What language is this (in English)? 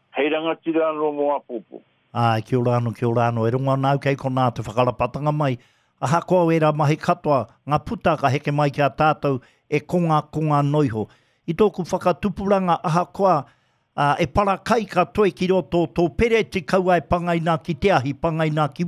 Māori